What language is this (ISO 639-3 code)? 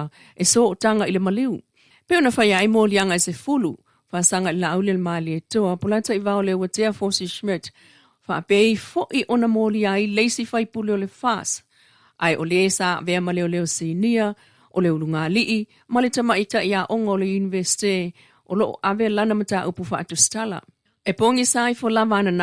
smo